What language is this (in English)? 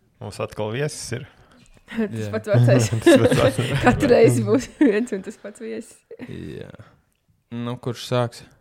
Latvian